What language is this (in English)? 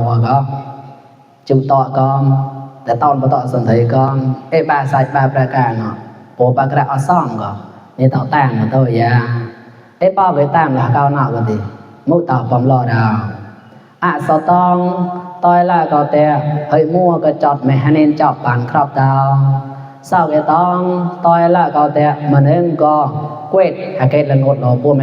Mon